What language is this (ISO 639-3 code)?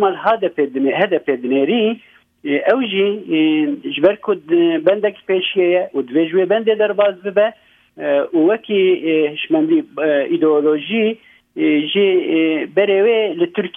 kur